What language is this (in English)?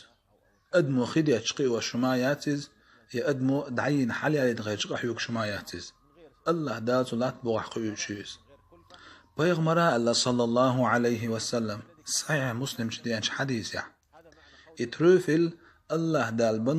Chechen